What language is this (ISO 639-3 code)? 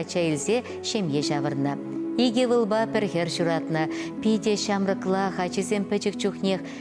chv